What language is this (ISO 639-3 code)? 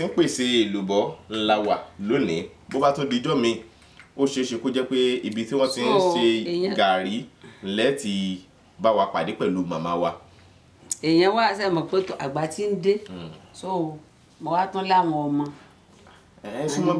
yor